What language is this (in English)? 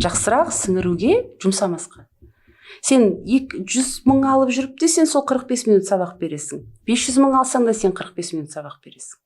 Kazakh